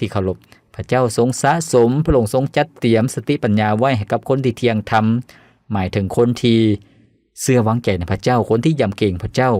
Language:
Lao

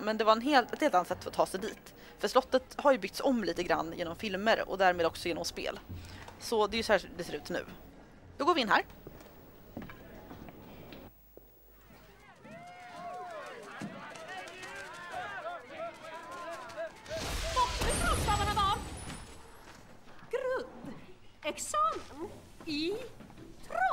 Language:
Swedish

